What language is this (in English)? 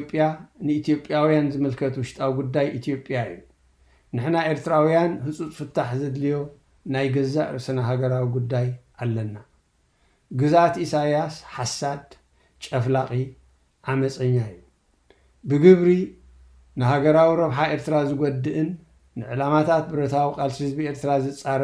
Tigrinya